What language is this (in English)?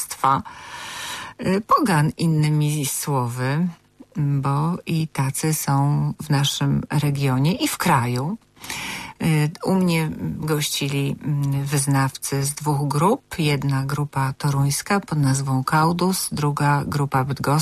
Polish